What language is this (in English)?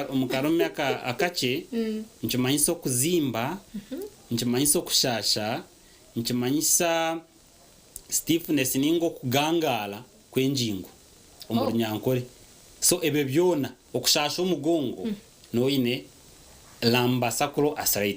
Nyankole